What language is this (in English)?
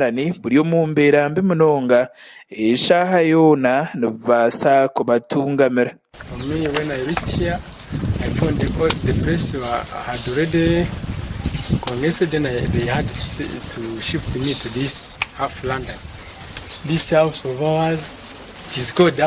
Nyankole